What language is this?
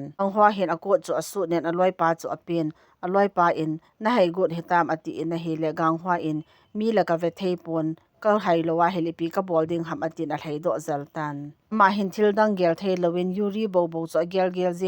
Thado Chin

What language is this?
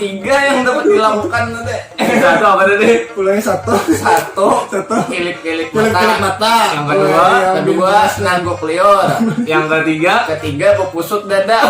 Banjar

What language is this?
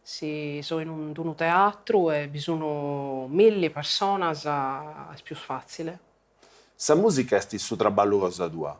Sardinian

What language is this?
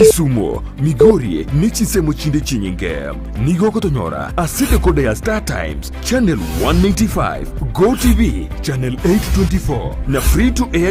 Gusii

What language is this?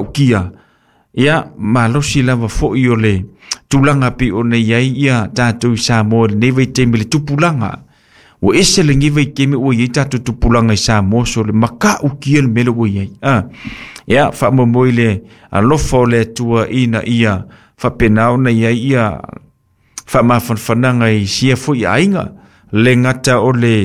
Samoan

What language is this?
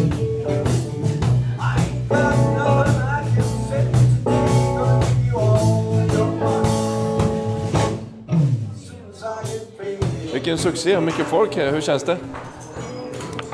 Swedish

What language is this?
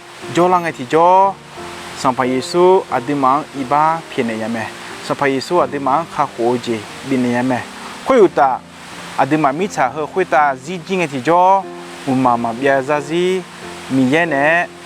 Akha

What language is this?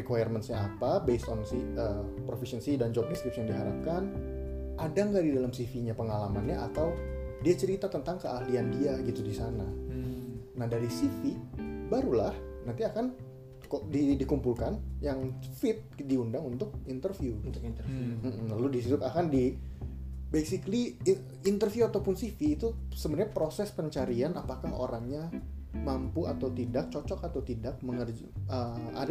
Indonesian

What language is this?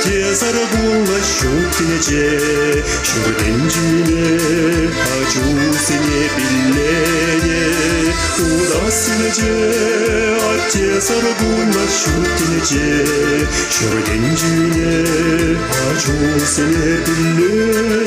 Chuvash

